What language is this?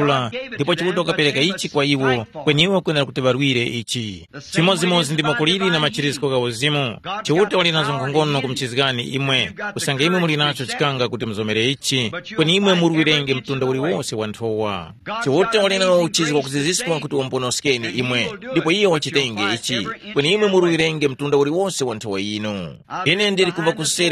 Tumbuka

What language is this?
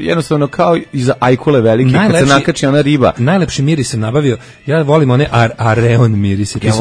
Serbian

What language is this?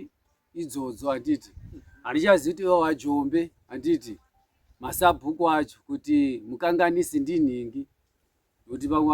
Shona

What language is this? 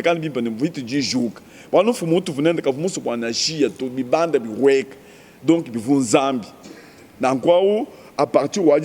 Luba-Lulua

